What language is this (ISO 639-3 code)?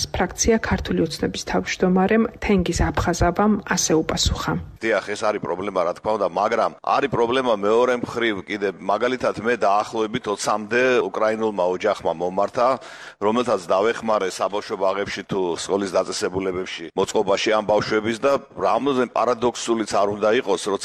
kat